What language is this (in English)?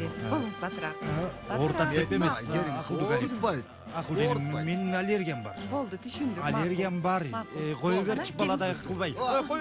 Kyrgyz